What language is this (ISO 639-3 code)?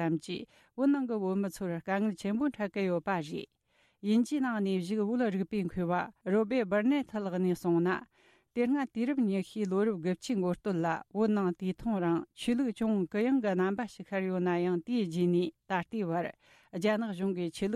bod